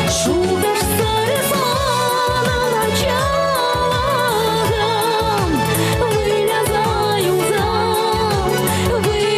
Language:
Chuvash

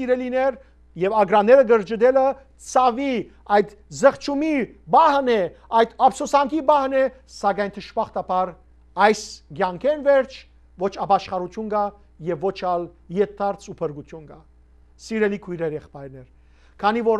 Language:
Western Armenian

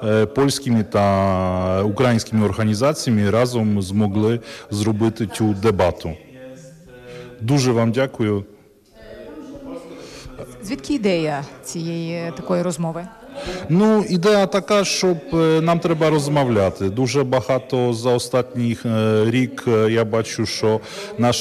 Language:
Ukrainian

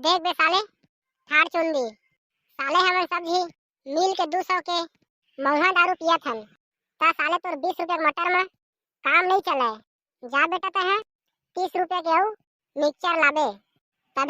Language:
Chhattisgarhi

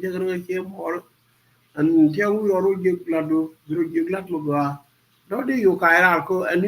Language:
Nuer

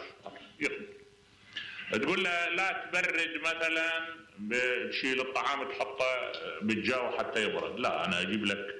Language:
Mesopotamian Arabic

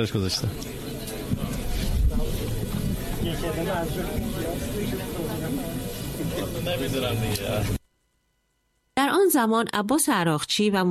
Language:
Persian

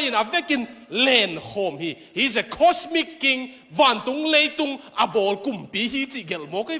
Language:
Tedim Chin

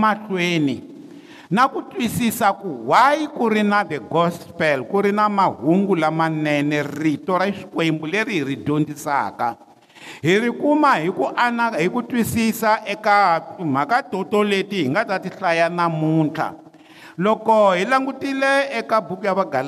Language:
Tsonga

